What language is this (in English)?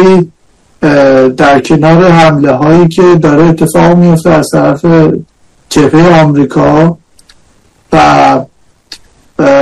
Persian